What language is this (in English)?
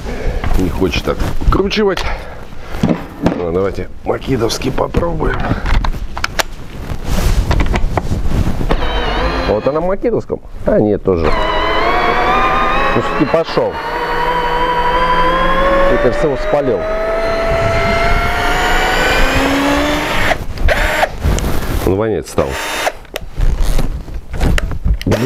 Russian